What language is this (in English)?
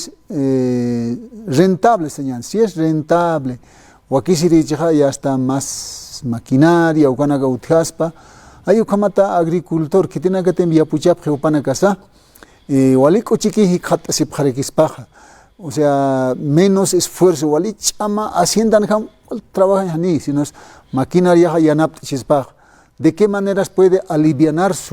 Aymara